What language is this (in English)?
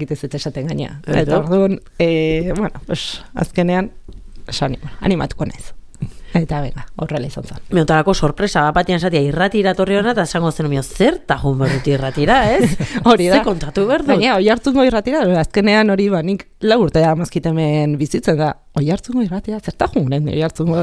Basque